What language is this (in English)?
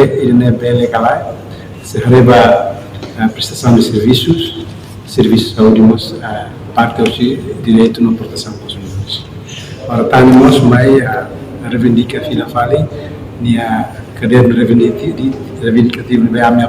Tetum